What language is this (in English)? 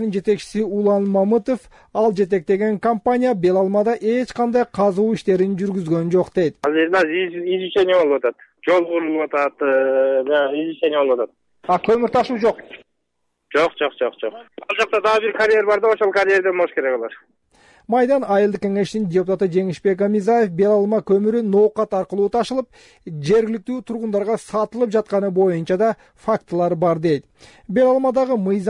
Kyrgyz